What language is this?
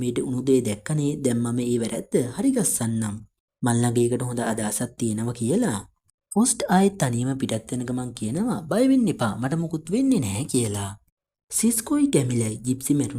Sinhala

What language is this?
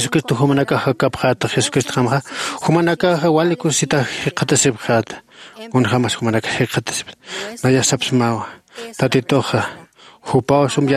Aymara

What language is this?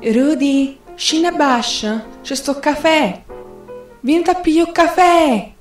Neapolitan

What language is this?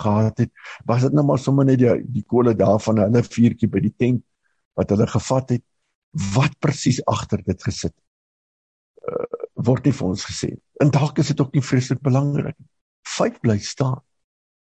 Afrikaans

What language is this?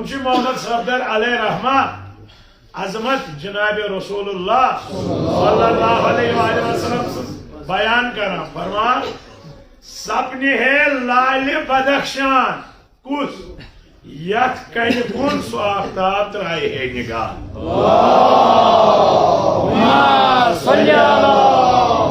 Kashmiri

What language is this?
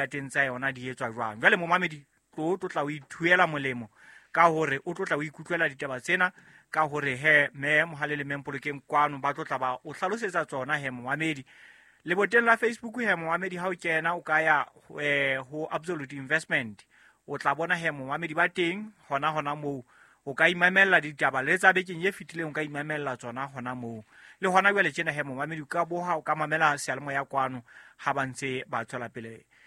Southern Sotho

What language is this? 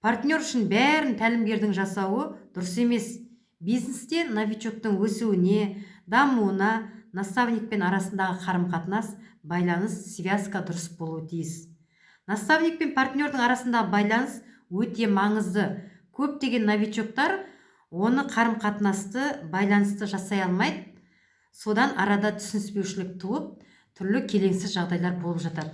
Kazakh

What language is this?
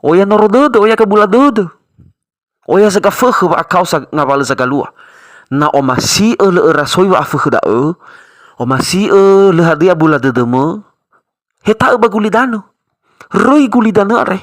Nias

